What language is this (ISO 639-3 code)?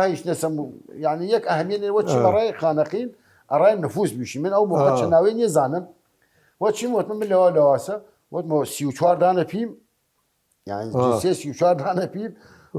sdh